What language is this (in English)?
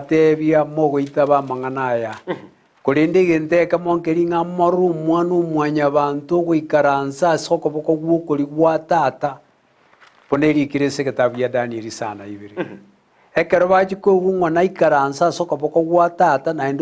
Gusii